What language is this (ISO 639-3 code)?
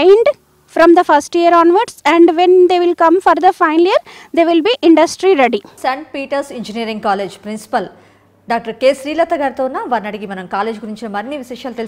tel